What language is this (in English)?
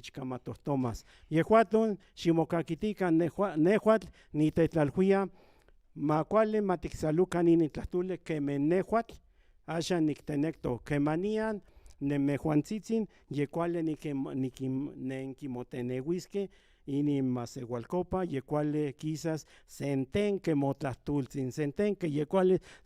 Central Nahuatl